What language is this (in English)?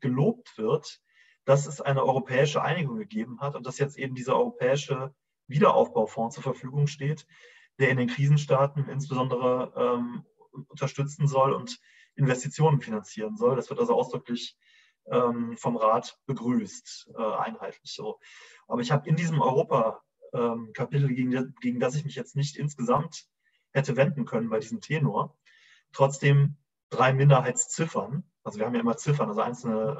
German